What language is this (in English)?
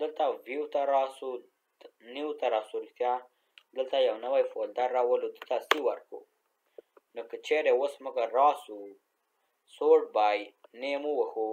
Pashto